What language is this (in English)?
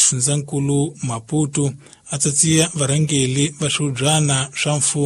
Tsonga